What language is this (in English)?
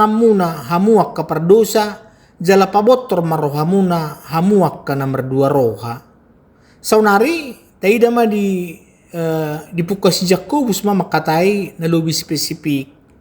Batak Toba